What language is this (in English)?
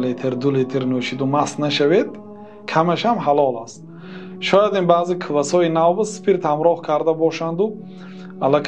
Tajik